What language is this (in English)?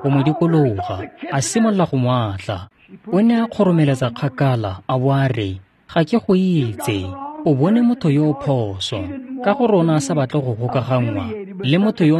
Tswana